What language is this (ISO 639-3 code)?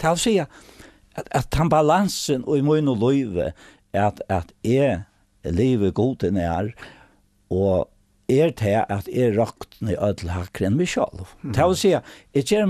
fao